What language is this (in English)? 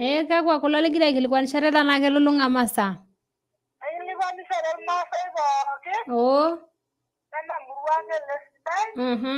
Masai